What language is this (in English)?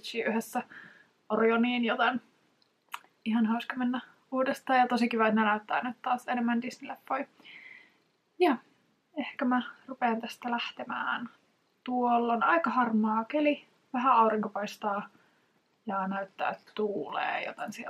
Finnish